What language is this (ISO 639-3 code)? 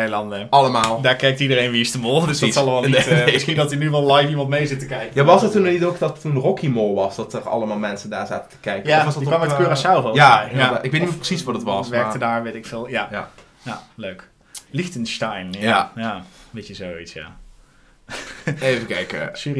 nld